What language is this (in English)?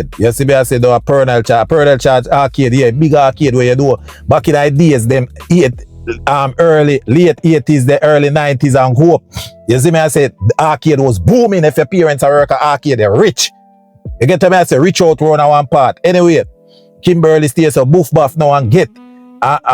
Jamaican Creole English